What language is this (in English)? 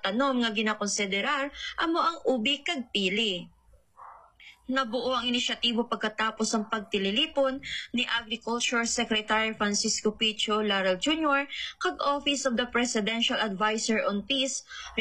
Hiligaynon